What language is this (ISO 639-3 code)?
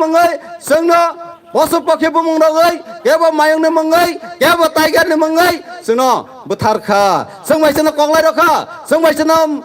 trp